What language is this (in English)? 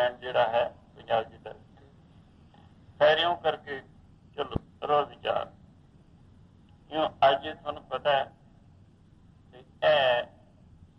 Punjabi